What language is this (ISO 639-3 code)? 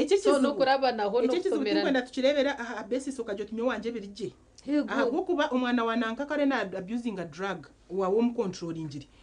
nyn